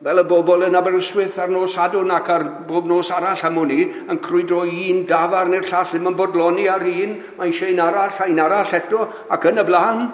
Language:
Welsh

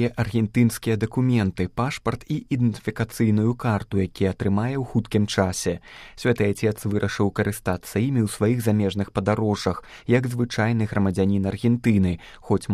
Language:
Belarusian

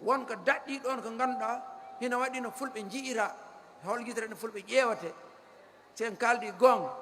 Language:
Fula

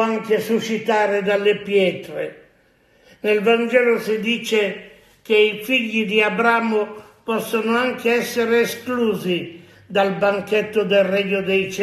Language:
Italian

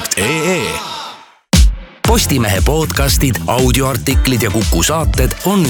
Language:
Estonian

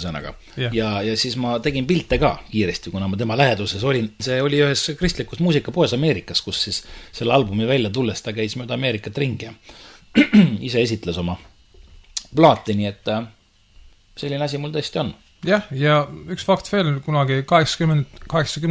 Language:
Estonian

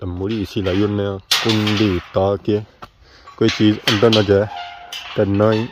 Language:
Pahari-Potwari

